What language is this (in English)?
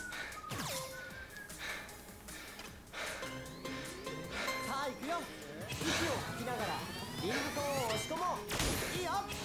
Japanese